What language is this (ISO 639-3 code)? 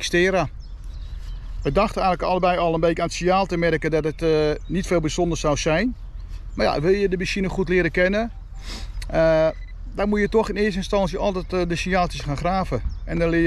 nld